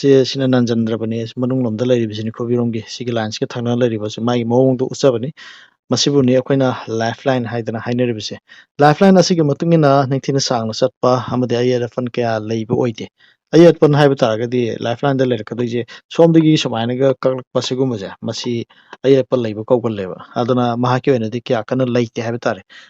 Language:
Manipuri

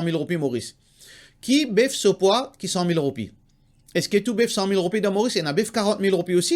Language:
Morisyen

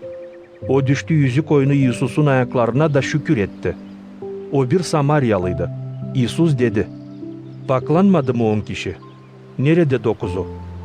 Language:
Gagauz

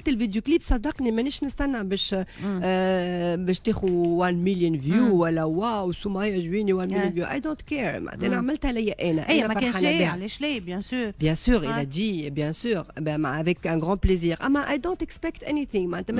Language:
Tunisian Arabic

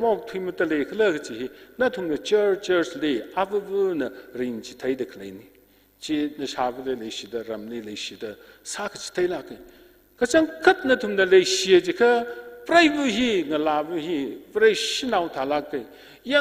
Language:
Tangkhul Naga (India)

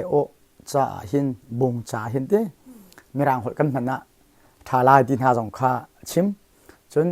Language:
Hakha Chin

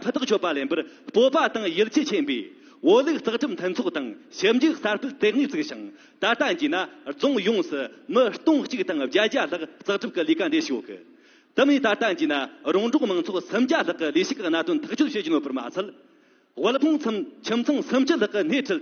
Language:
Tibetan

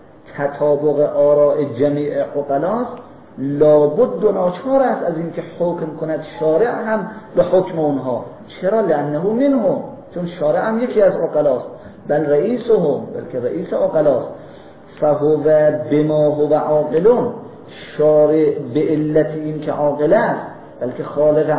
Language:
Persian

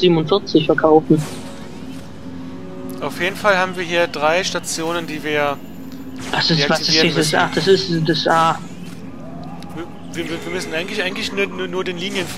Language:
German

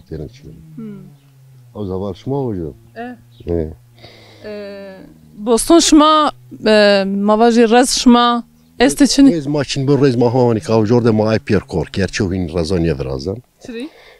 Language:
Zaza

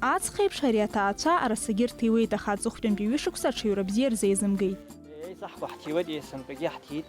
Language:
Abkhazian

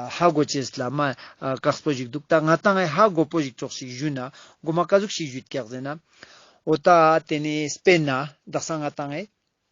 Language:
Ladakhi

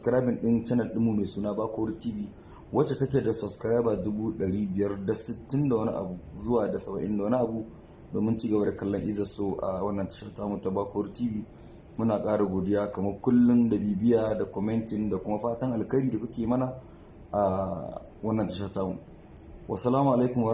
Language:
Hausa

